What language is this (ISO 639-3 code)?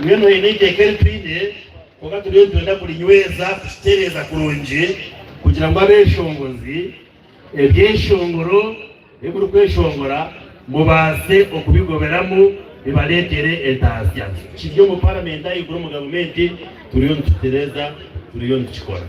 nyn